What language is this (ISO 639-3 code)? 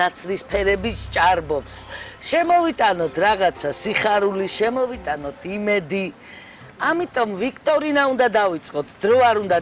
kat